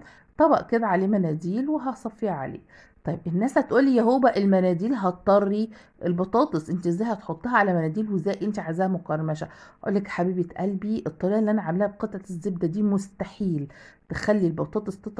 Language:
Egyptian Arabic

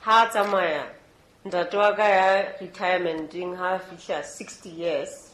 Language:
Southern Sotho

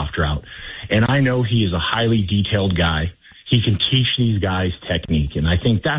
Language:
English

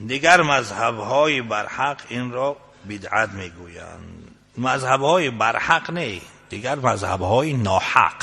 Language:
Tajik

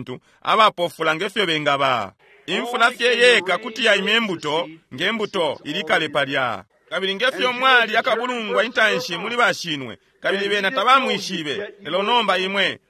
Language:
Bemba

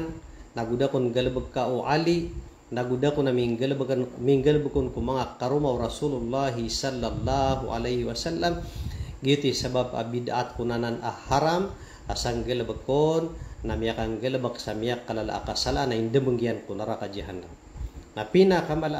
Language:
Maranao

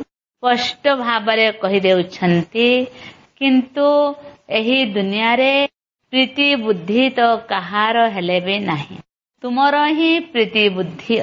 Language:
Odia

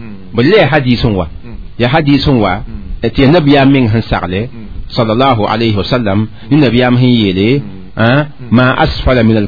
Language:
Mossi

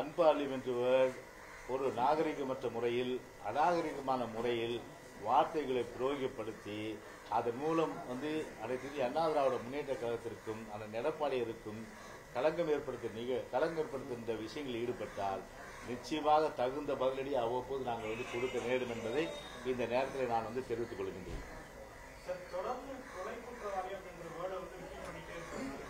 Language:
Tamil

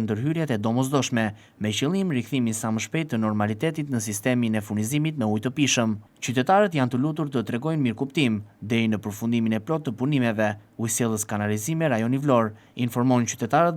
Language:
Albanian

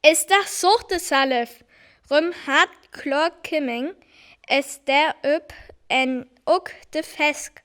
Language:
Northern Frisian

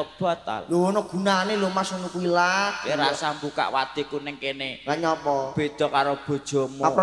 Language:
Javanese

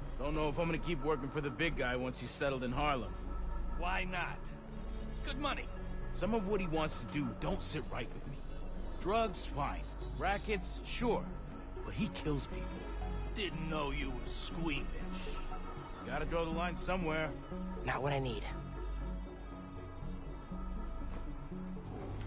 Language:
English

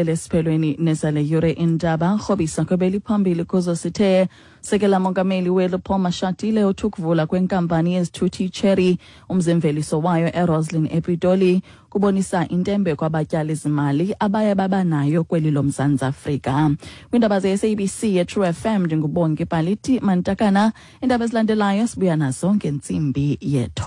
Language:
Xhosa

